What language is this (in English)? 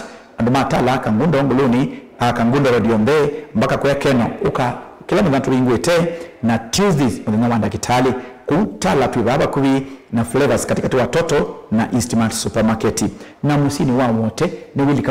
Kamba